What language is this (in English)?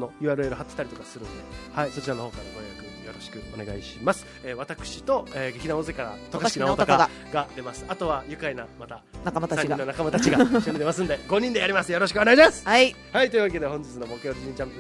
Japanese